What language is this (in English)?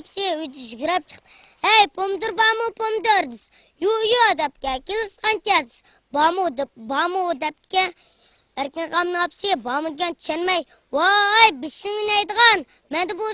Uyghur